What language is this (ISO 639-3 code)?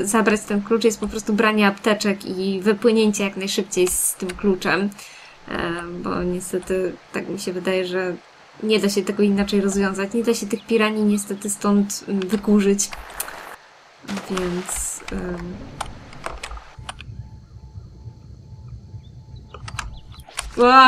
pol